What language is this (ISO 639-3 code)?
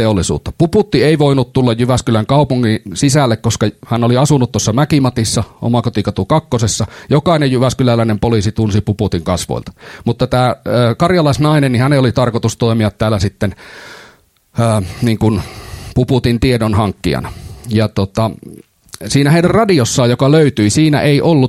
fin